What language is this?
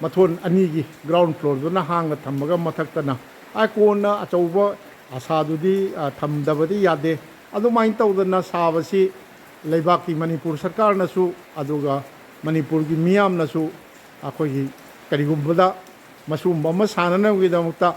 Manipuri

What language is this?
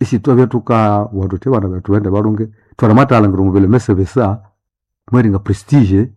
Nande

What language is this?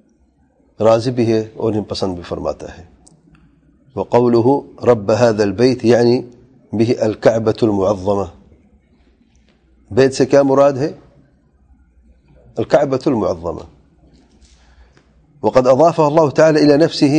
Urdu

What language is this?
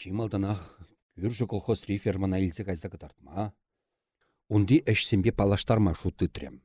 Chuvash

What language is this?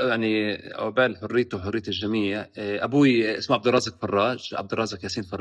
North Levantine Arabic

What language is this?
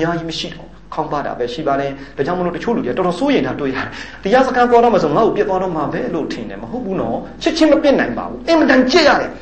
Burmese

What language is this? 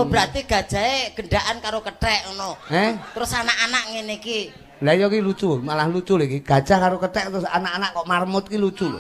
Javanese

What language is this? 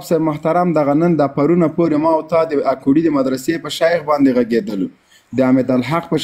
Pashto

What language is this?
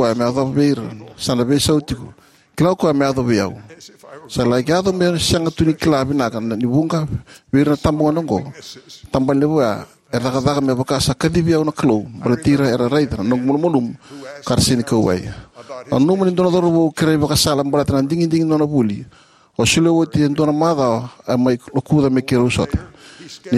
Fijian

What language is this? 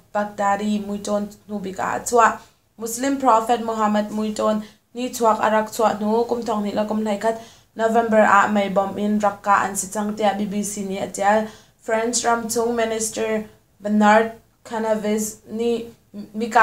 Hakha Chin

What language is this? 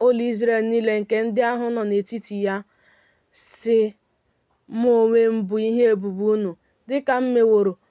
Igbo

